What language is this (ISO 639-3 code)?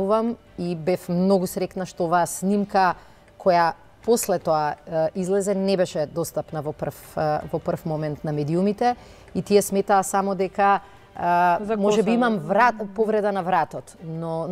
mkd